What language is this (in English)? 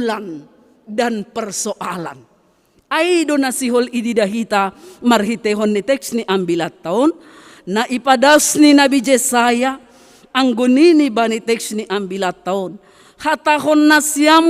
Batak Simalungun